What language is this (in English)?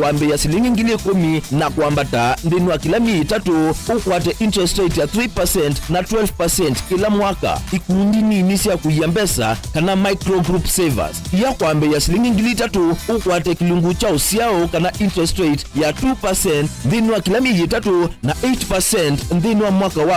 Kamba